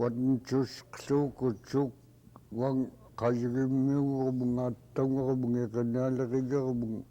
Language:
Central Yupik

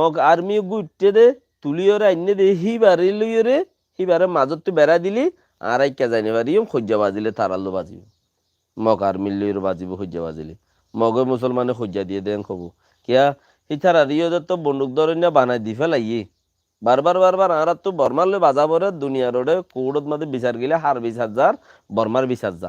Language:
Rohingya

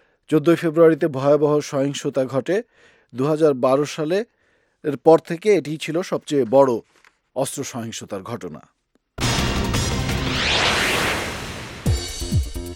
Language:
Bangla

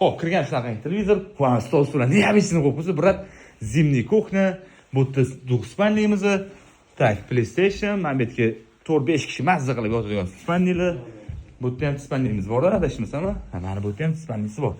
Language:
Uzbek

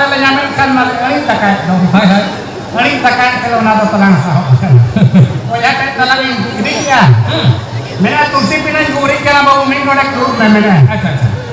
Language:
Santali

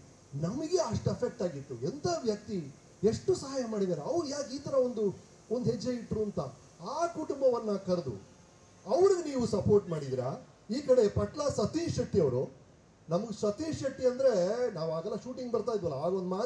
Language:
Kannada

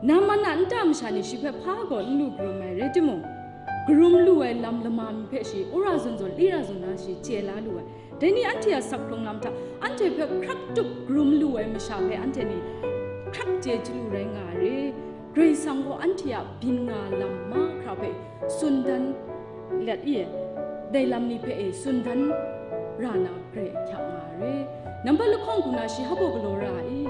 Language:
Kachin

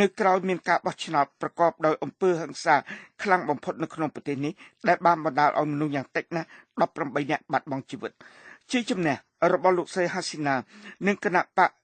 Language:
Khmer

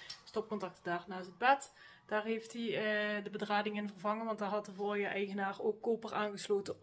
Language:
Dutch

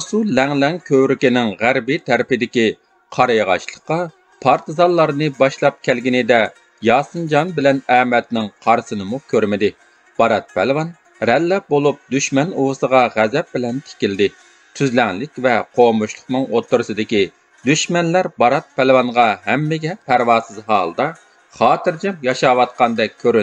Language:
Uyghur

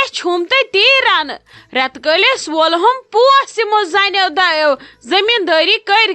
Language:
Kashmiri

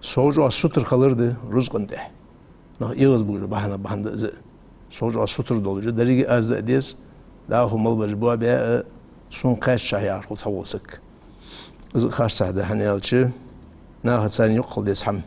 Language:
Ingush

